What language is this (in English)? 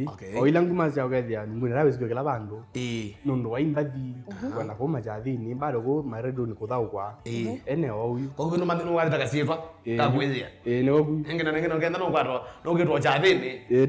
Kamba